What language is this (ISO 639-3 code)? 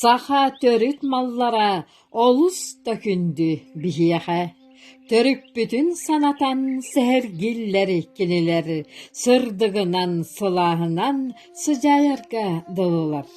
sah